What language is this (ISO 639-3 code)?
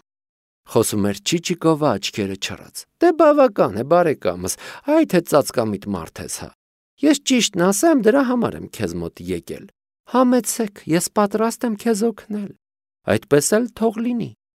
hye